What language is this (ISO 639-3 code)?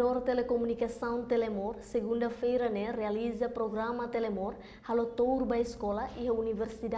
tet